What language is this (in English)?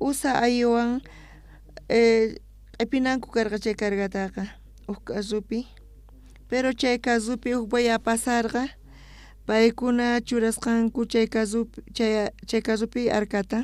South Bolivian Quechua